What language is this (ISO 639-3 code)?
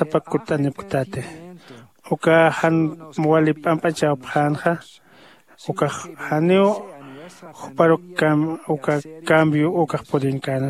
aym